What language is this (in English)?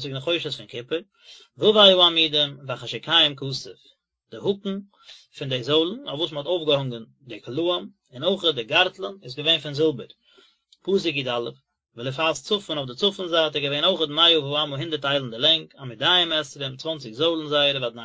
Yiddish